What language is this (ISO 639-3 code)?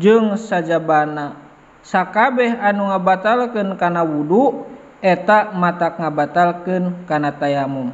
sun